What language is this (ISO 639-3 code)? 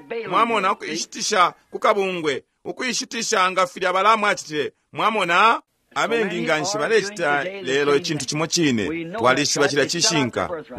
bem